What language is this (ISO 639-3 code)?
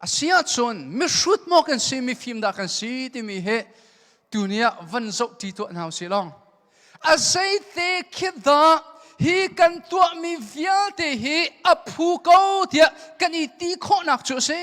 cnh